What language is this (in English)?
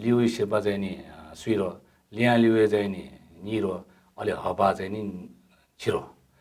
Newari